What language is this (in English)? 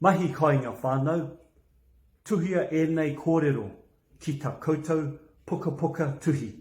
Māori